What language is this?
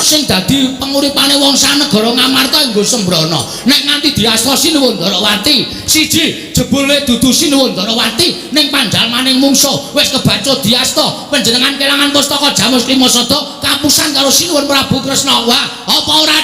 Javanese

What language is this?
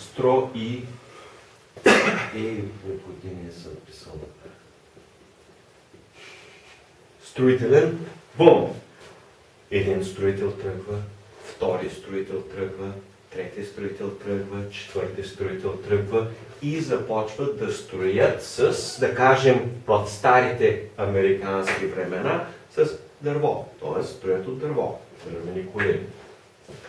Bulgarian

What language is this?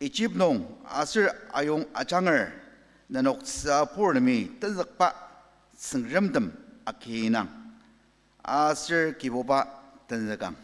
Ao Naga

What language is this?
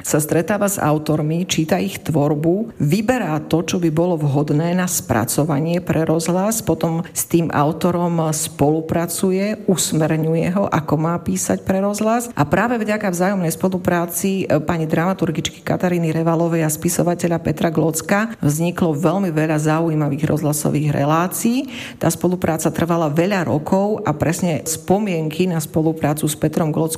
Slovak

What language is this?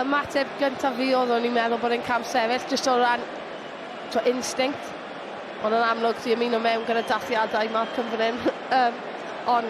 Welsh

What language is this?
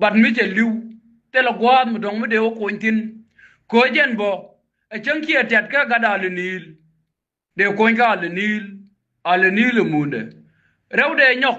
Nuer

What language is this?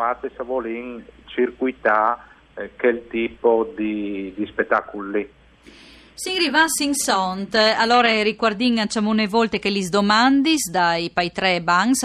Friulian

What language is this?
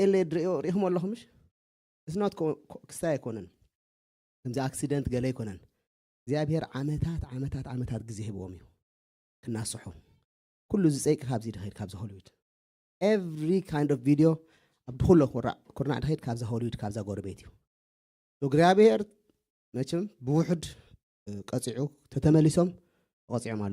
Tigrinya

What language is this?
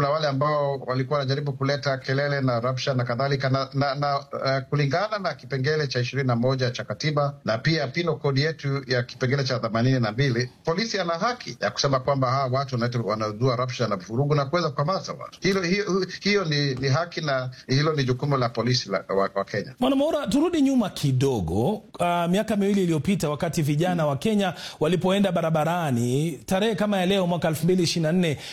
Swahili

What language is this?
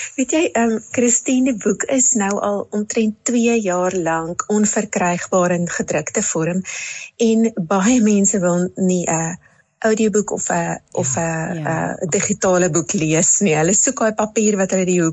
Afrikaans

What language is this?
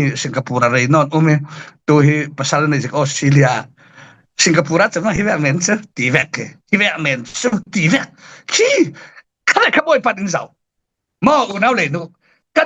Falam Chin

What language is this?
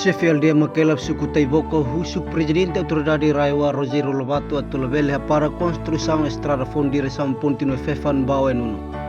Tetum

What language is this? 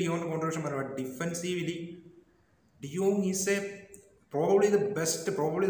Malayalam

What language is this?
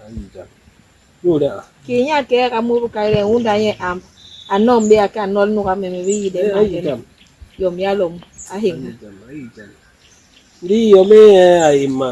Basaa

